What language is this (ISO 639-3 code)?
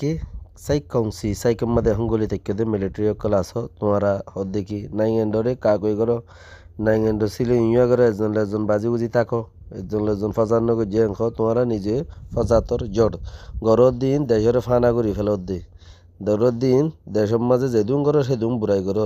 rhg